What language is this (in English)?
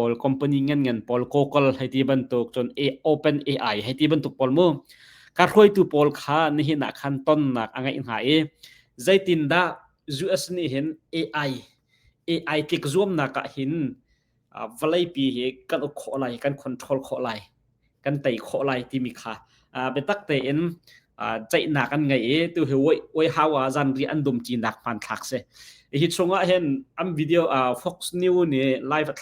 Hakha Chin